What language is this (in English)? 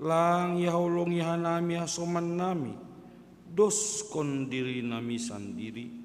Batak Simalungun